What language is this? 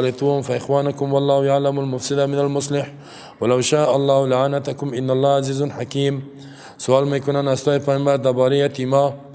Persian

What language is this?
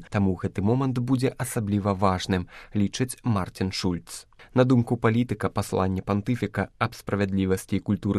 Belarusian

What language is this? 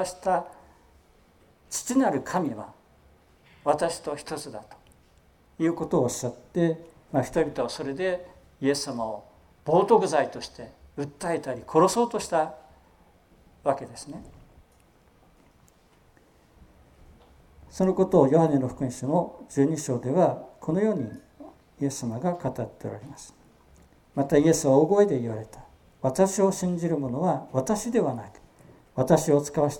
Japanese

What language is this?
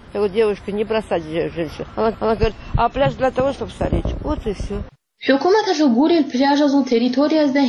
Avaric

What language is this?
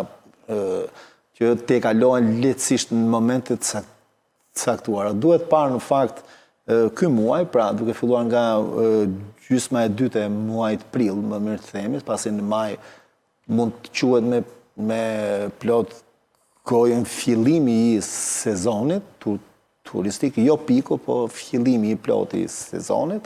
Albanian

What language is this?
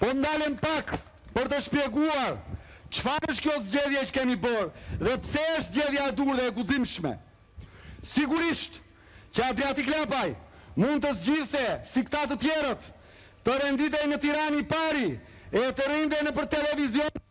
Albanian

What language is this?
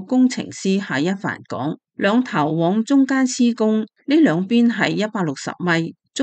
Cantonese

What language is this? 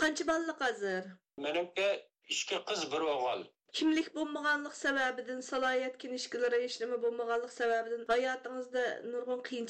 Uyghur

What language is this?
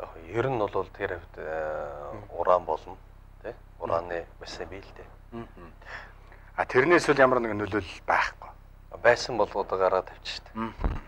Mongolian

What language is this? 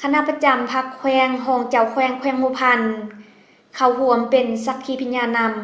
Lao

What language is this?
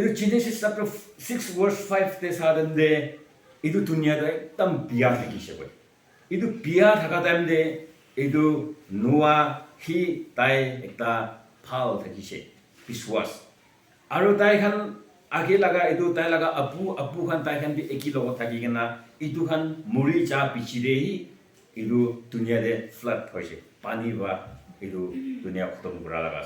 Naga Pidgin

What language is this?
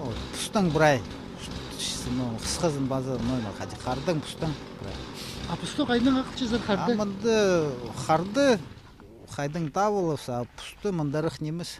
Khakas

